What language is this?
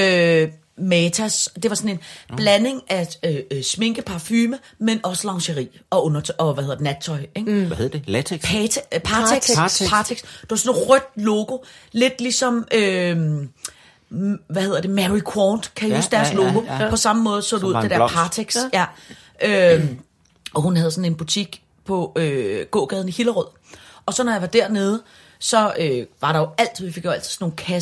Danish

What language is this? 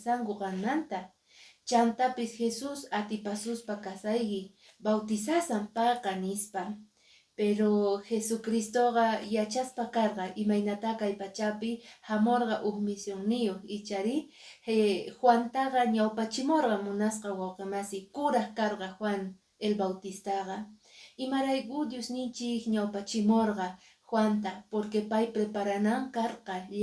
Quechua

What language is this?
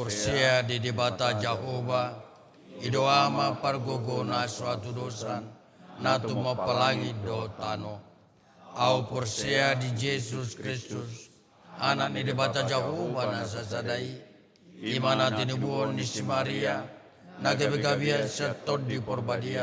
Batak Toba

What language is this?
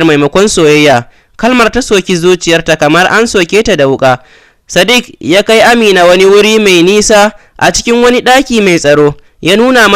Hausa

